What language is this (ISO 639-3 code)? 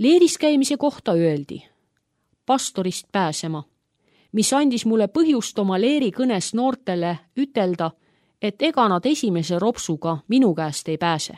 est